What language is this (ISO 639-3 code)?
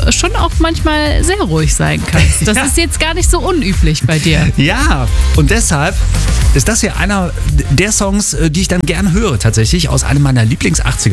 deu